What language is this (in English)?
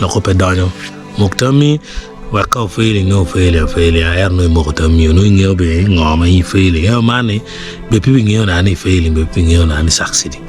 Acoli